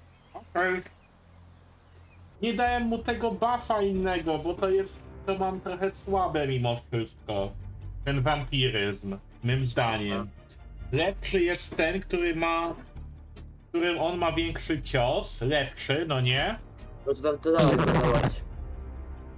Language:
Polish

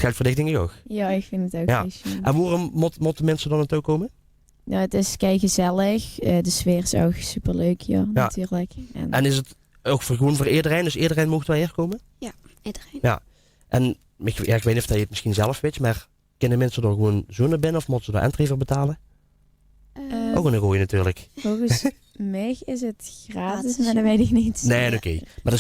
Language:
Limburgish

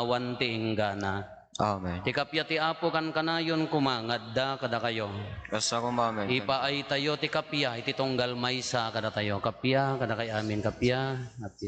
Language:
Iloko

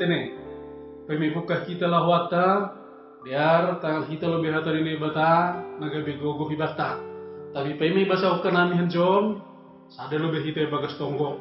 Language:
Batak Simalungun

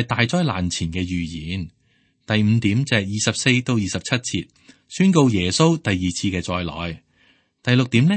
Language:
Cantonese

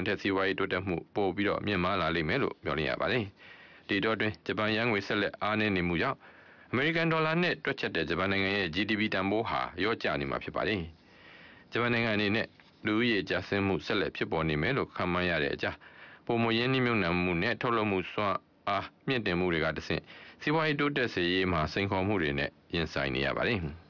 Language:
Burmese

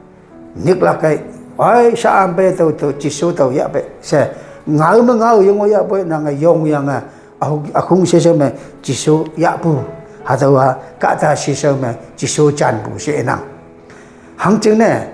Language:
Konyak Naga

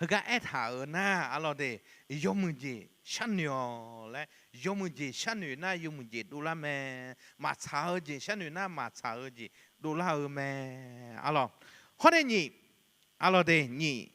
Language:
Akha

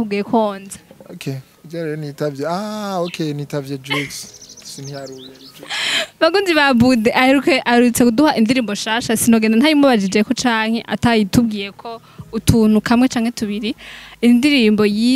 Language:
Rundi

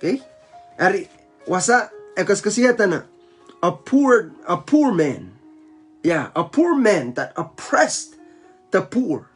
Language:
Pohnpeian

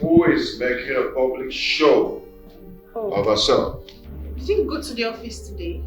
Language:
Nigerian Pidgin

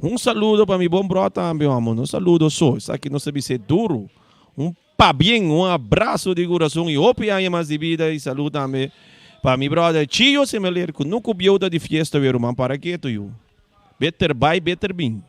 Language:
Papiamento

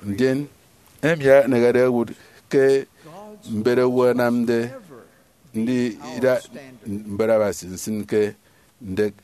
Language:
Efik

